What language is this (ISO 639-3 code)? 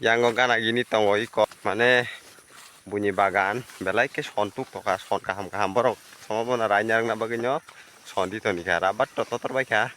trp